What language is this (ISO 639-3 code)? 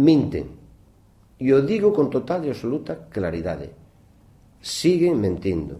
glg